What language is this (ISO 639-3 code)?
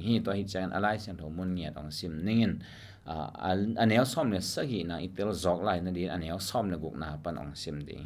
ctd